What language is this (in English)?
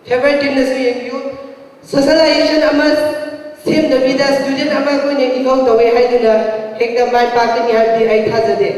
Manipuri